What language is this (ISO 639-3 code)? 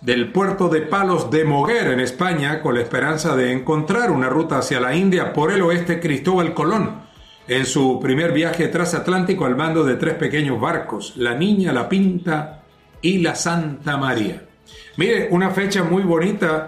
spa